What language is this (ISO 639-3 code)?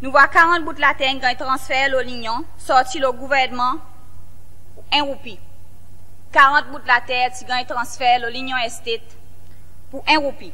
crs